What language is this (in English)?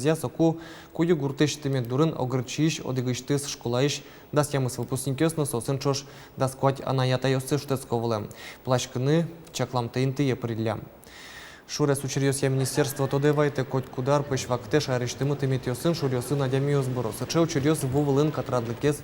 Udmurt